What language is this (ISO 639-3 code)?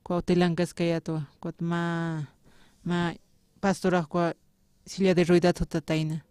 aym